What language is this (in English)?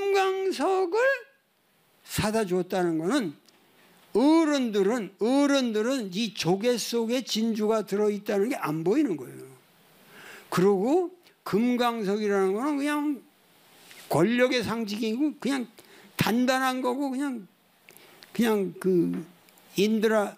Korean